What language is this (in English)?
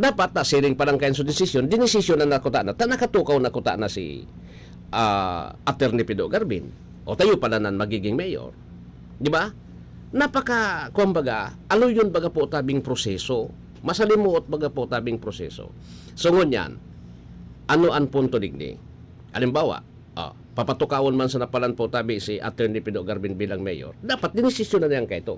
Bikol